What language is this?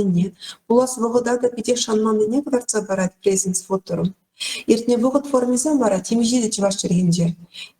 Chuvash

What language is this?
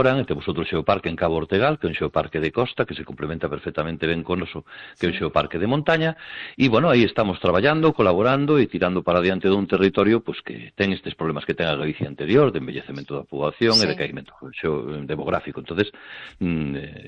Galician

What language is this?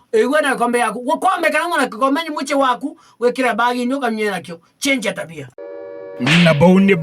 Meru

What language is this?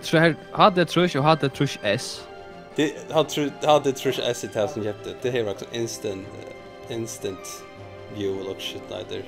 Faroese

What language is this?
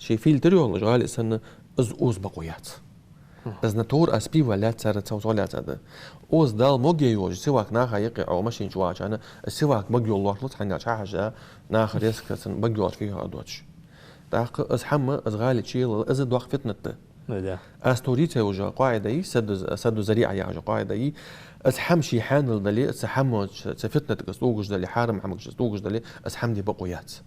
Ingush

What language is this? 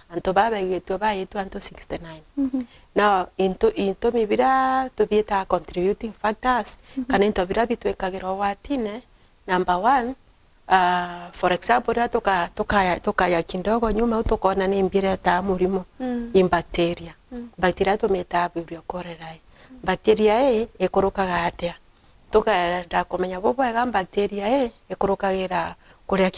Meru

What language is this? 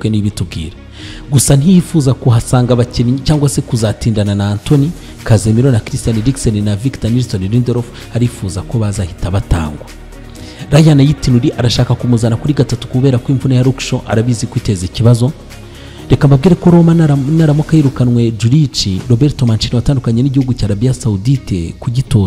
Kinyarwanda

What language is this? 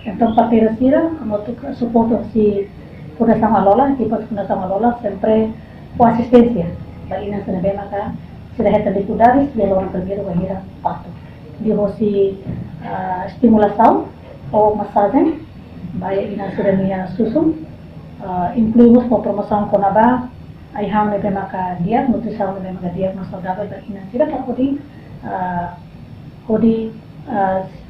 Tetum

